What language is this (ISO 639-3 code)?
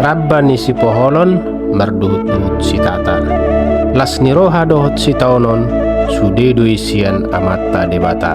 bbc